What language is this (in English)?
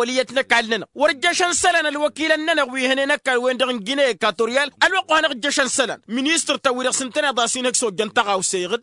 Tamasheq